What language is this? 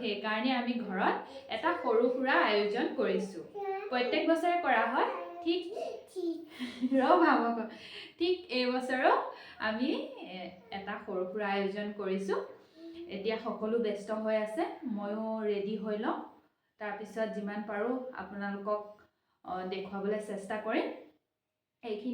Assamese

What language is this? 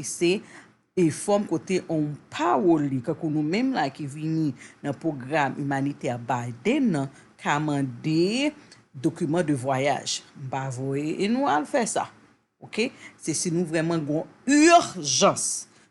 Haitian Creole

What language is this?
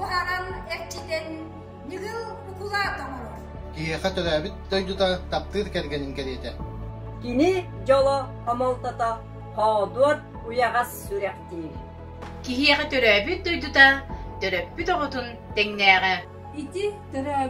Yakut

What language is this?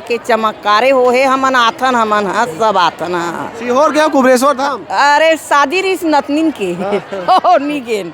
Chhattisgarhi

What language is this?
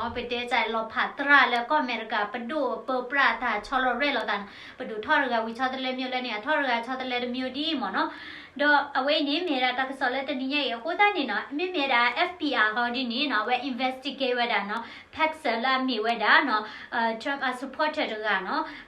S'gaw Karen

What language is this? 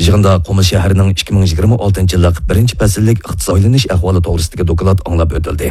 Uyghur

